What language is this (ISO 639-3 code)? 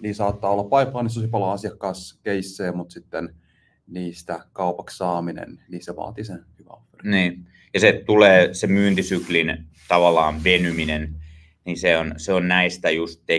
fin